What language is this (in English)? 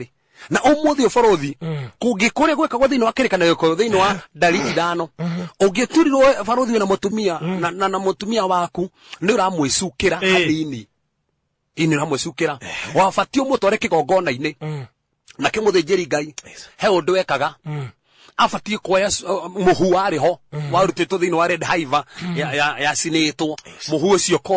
Kikuyu